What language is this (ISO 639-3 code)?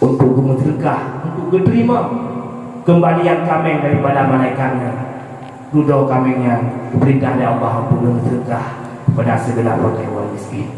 ace